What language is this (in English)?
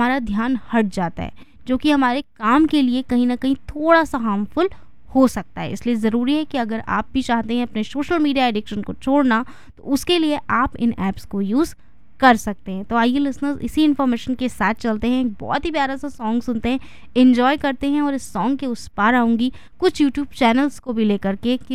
Hindi